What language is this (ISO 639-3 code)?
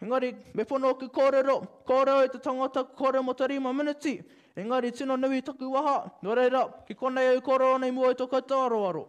mri